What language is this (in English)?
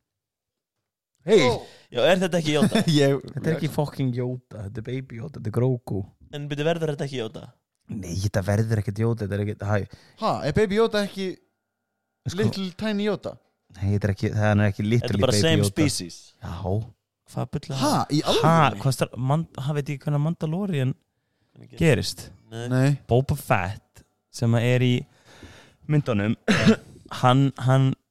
Icelandic